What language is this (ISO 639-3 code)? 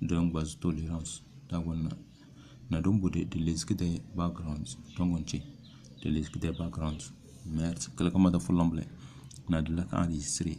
kdh